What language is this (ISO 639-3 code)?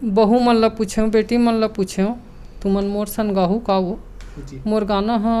hne